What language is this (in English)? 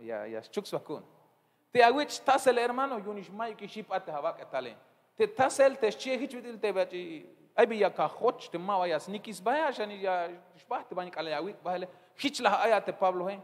Tzeltal